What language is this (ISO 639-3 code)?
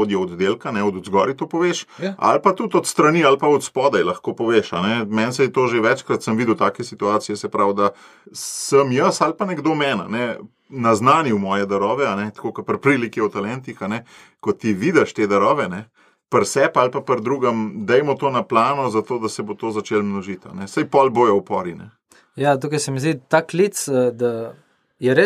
slv